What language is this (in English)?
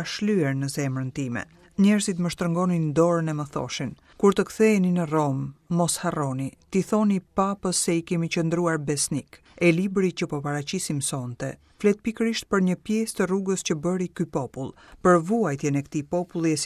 Albanian